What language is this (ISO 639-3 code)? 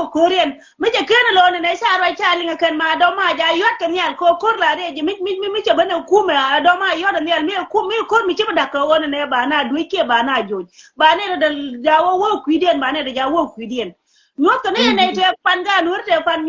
nus